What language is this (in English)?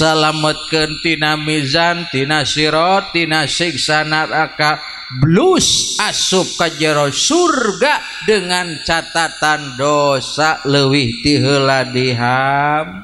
Sundanese